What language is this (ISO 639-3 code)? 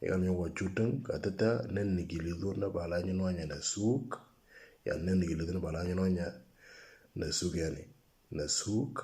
mor